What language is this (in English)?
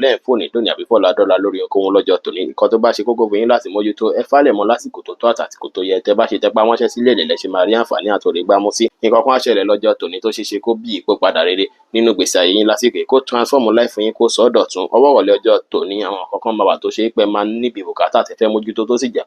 Yoruba